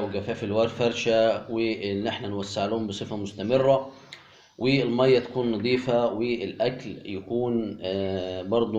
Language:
Egyptian Arabic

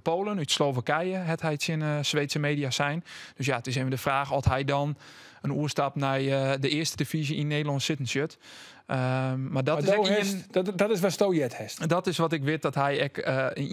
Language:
Western Frisian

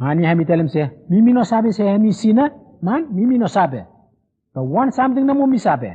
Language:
Bislama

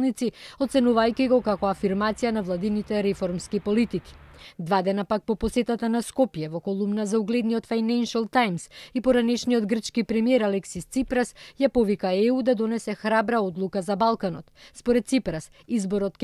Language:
Macedonian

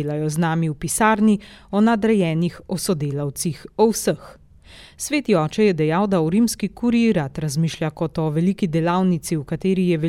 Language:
Slovenian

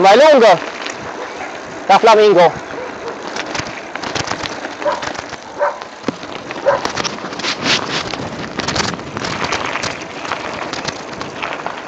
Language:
Romanian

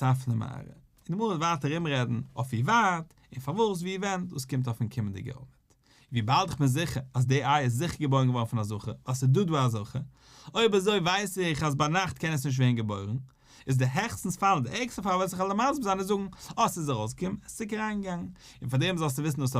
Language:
Yiddish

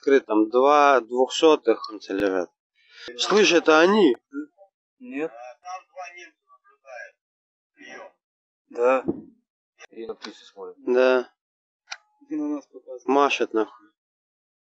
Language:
Russian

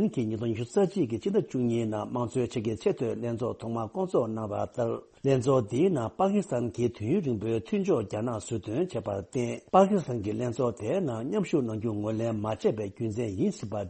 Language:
Tibetan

